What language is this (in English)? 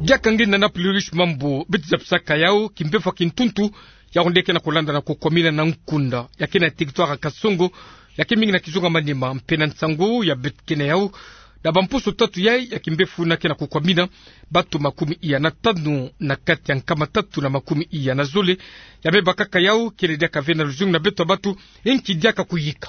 Kituba (Democratic Republic of Congo)